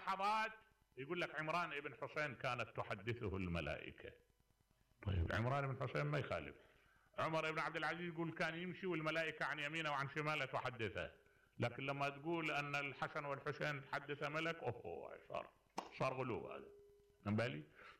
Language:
Mesopotamian Arabic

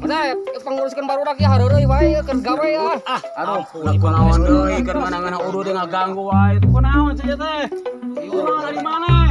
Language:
Sundanese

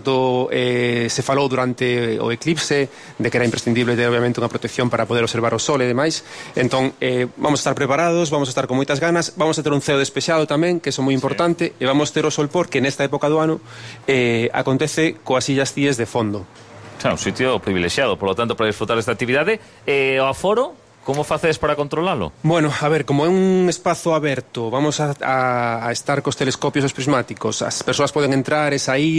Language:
Galician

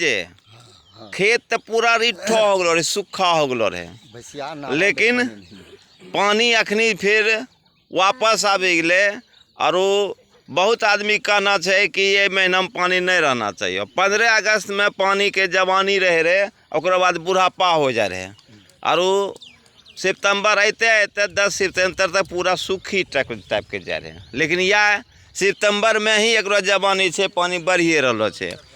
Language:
Angika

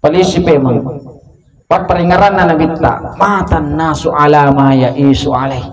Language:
Buginese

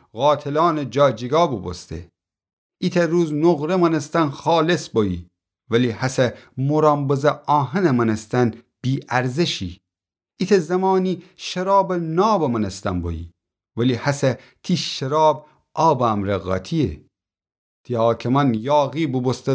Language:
Gilaki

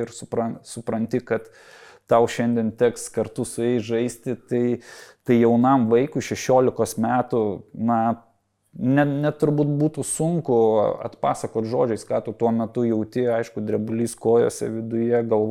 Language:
Lithuanian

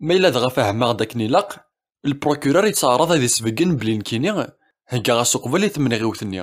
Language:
Kabyle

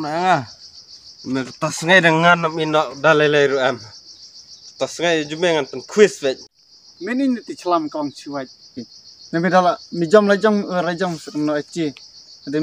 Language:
Khasi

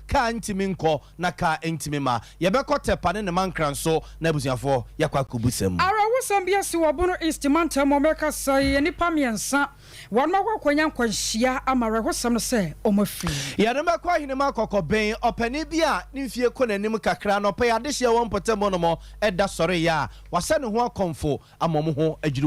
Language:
Akan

